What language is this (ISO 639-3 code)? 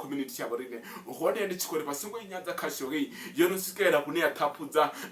ven